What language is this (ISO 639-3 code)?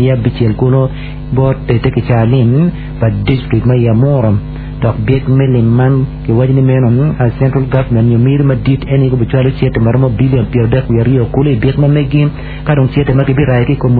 ach